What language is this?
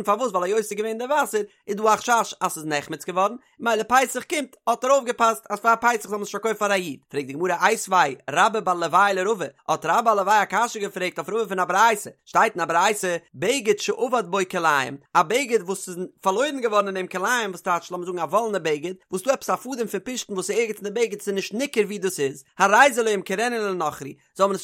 Yiddish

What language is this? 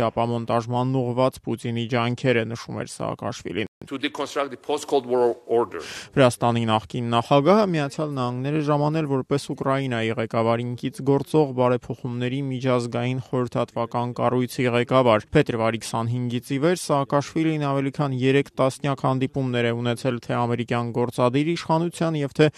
Armenian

